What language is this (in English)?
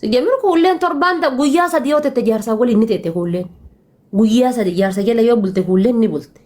Oromo